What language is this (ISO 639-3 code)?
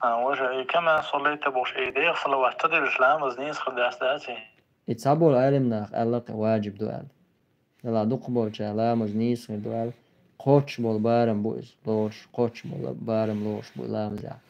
che